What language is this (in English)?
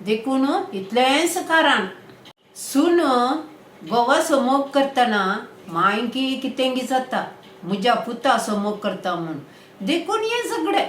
Konkani